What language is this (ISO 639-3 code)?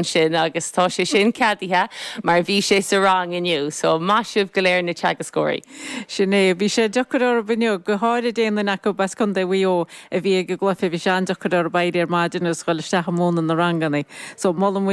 gle